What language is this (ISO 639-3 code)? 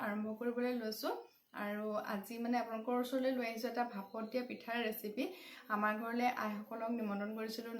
asm